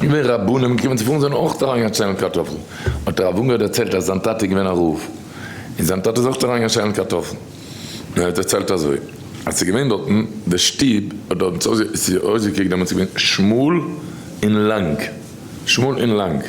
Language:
Yiddish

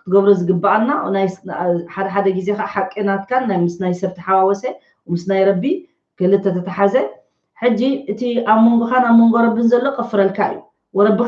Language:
Tigrinya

